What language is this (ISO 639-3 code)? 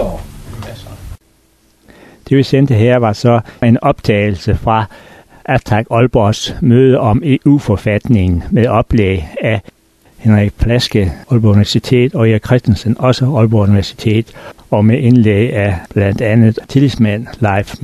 dan